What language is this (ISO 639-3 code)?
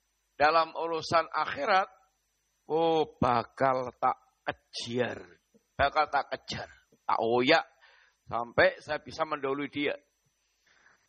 ind